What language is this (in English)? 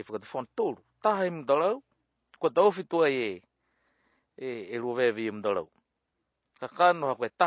Niuean